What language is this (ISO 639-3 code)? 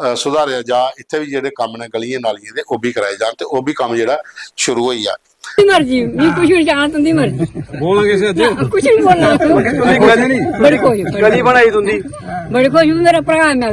doi